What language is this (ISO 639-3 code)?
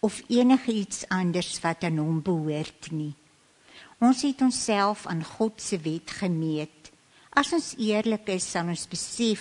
afr